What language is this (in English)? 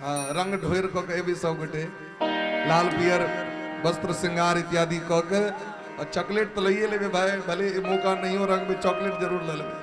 Maithili